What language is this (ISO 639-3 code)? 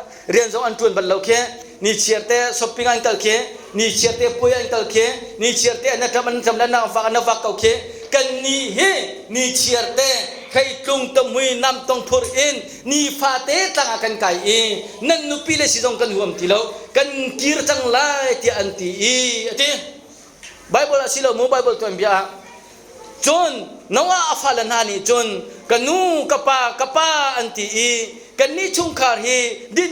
cnh